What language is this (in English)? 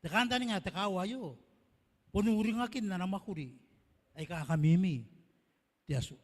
Gilbertese